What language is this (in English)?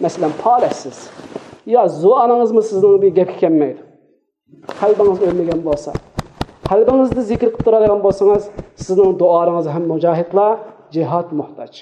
Uyghur